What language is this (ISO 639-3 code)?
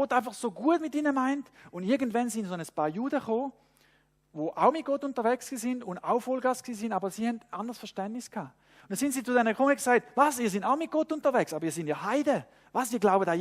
gsw